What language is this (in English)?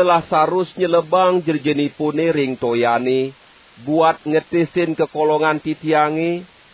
Balinese